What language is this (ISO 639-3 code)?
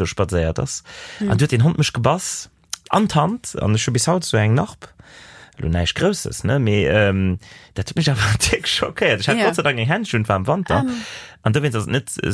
ltz